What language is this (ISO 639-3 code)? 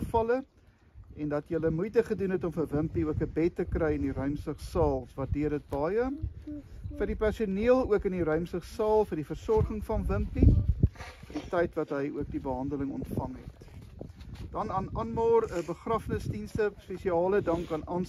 afr